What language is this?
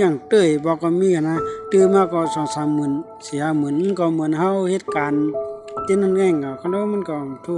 Shan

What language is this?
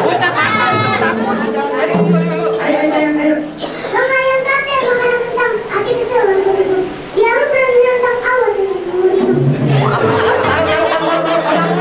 Betawi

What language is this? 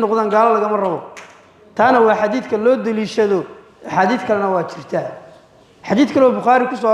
Somali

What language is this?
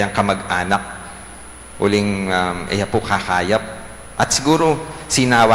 Pampanga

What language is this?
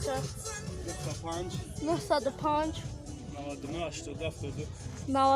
Tajik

